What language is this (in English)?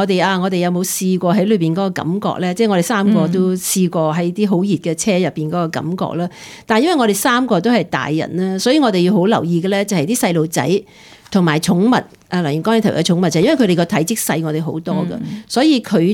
Cantonese